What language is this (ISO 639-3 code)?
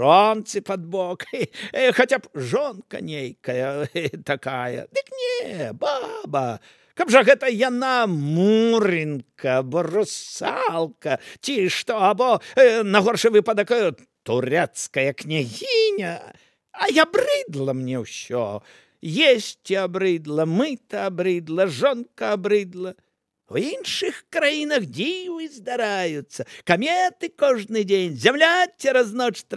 bel